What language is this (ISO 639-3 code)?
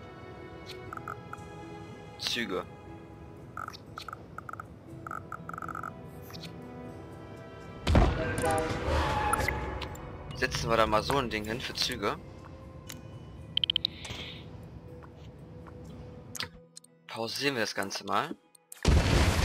deu